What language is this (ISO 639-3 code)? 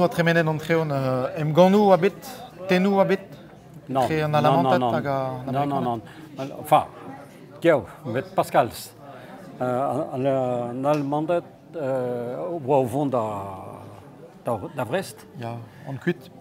bre